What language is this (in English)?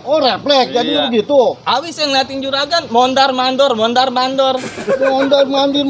Betawi